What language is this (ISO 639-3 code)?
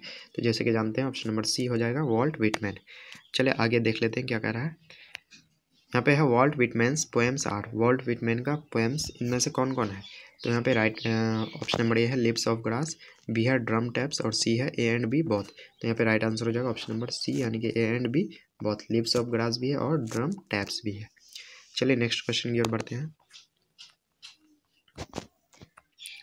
hin